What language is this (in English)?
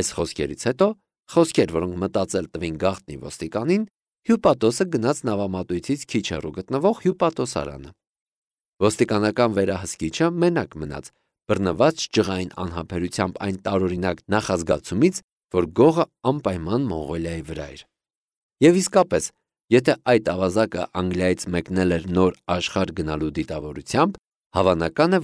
Armenian